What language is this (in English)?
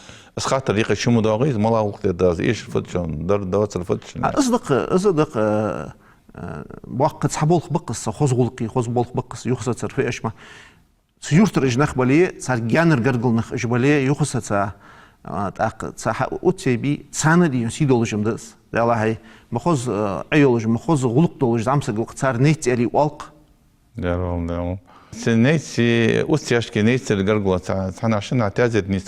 Ingush